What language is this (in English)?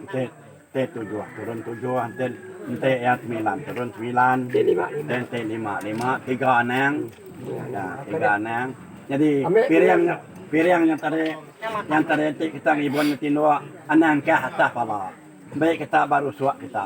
Iban